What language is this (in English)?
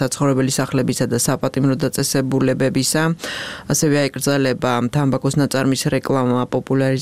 Georgian